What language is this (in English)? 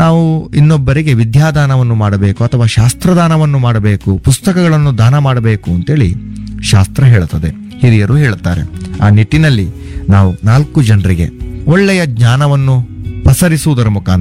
Kannada